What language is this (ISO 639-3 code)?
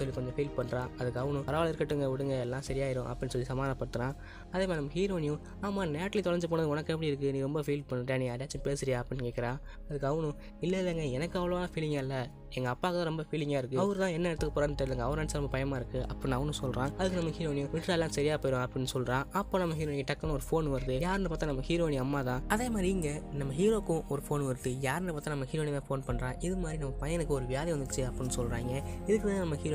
tam